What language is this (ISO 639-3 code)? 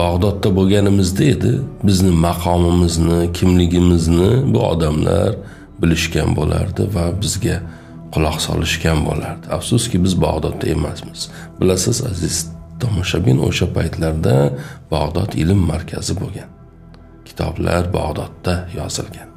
uzb